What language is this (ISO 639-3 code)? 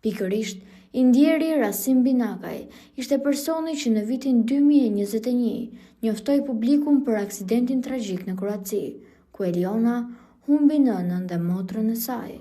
sqi